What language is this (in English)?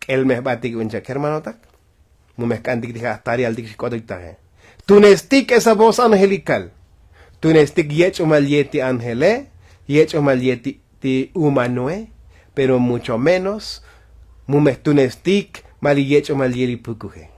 Tzotzil